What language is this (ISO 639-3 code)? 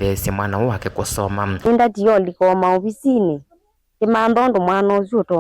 kam